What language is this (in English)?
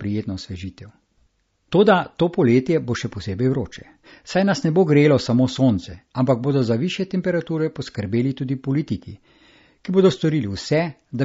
Slovenian